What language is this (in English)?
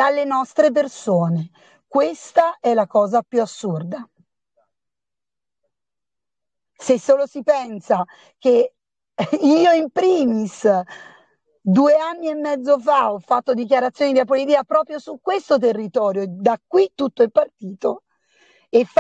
Italian